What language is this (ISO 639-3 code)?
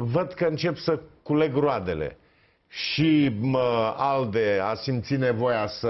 ron